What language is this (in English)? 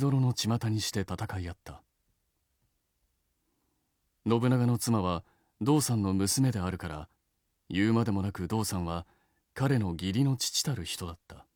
Japanese